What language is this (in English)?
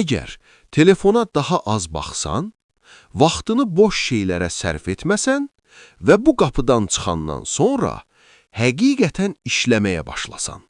Azerbaijani